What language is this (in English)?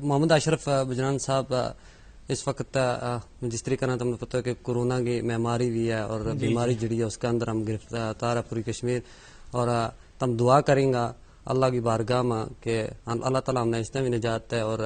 Gujari